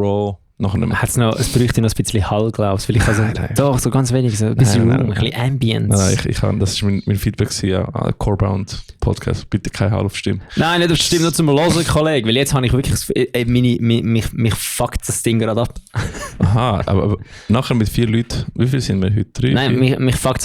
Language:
Swiss German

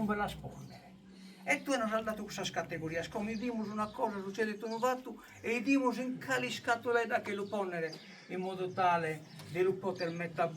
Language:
Sardinian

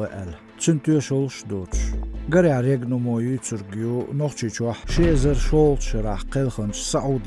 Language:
Chechen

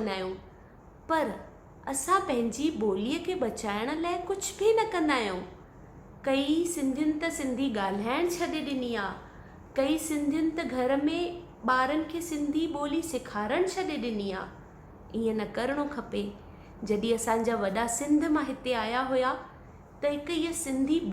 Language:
Sindhi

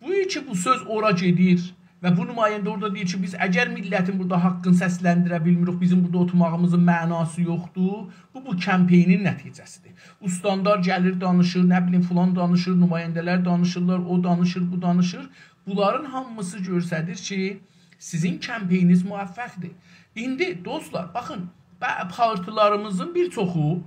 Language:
South Azerbaijani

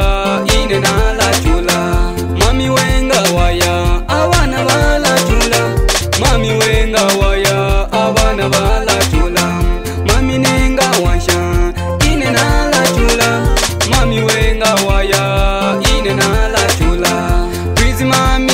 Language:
Bemba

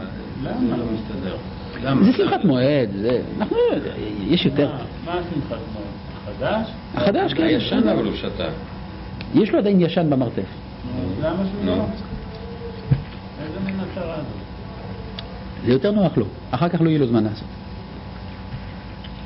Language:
Hebrew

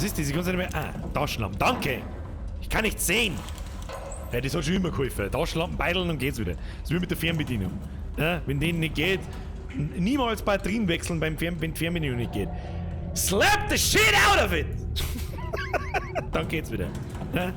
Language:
Bavarian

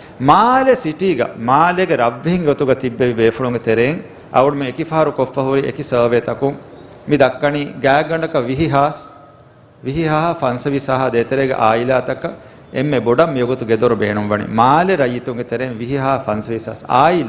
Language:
Divehi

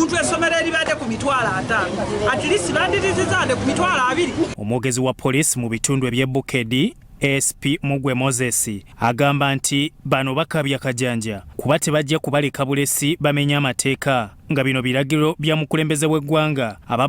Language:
Ganda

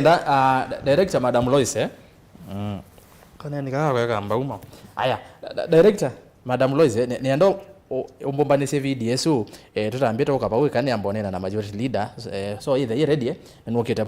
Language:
Kamba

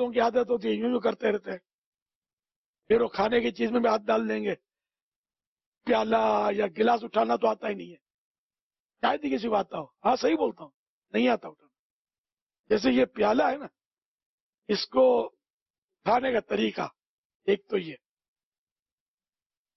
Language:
Urdu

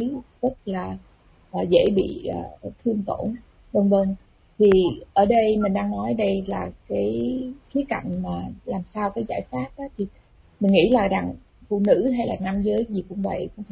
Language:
Vietnamese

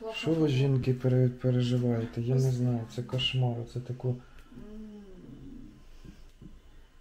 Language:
Ukrainian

